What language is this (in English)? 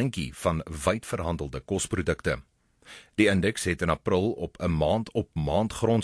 Afrikaans